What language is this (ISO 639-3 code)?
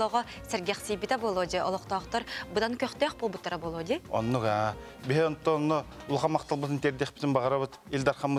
sah